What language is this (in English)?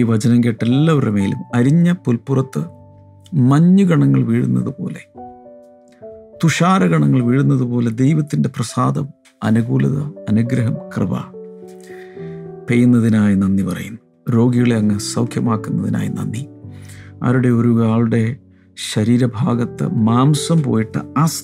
Malayalam